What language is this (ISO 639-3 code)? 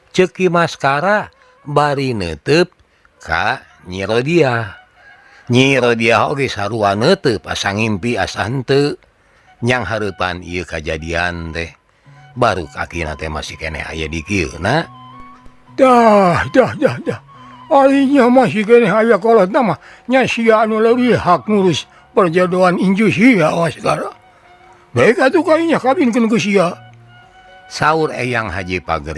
sun